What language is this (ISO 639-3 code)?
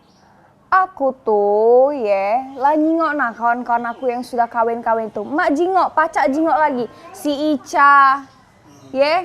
mui